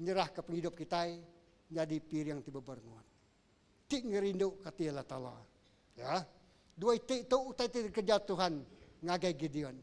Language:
Iban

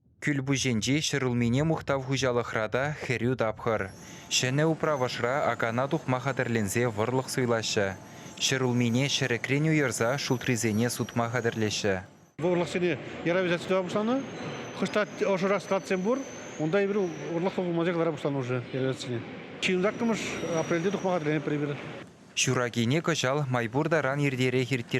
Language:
Chuvash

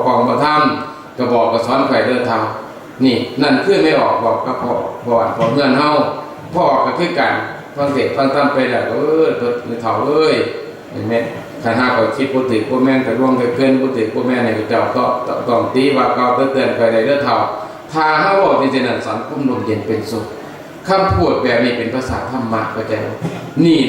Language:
Northeastern Thai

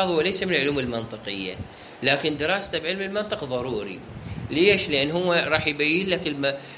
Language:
Mesopotamian Arabic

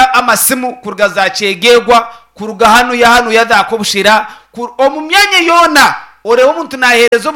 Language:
Nyankole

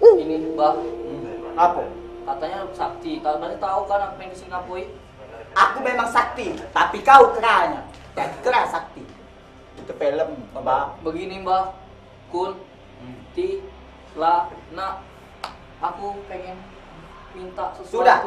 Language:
Musi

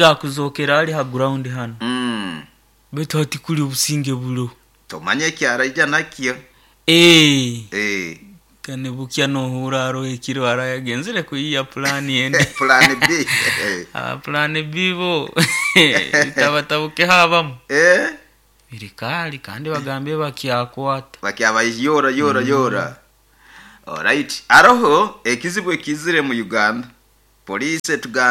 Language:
Nyoro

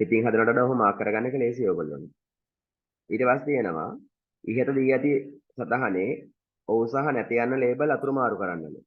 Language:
Sinhala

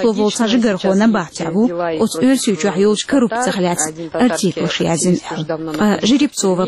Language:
Chechen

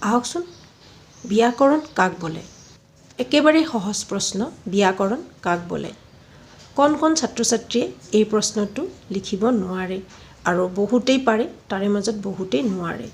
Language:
Assamese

